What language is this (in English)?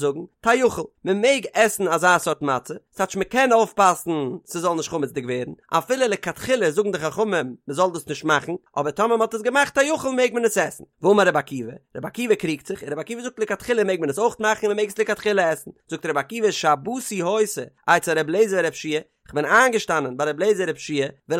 Yiddish